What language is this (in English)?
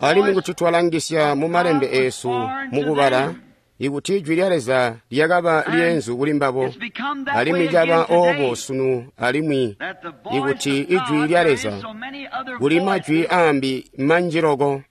Tonga (Zambia)